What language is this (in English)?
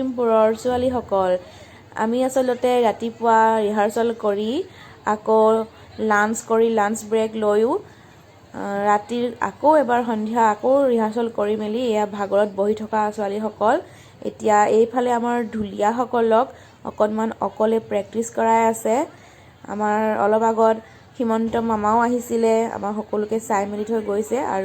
Assamese